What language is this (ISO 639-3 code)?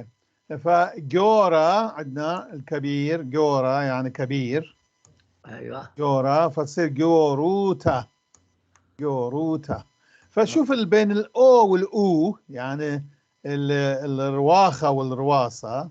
apc